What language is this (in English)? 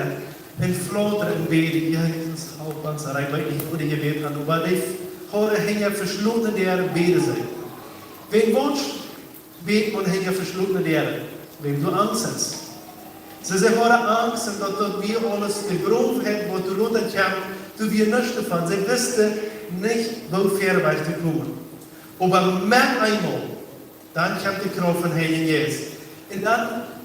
Plautdietsch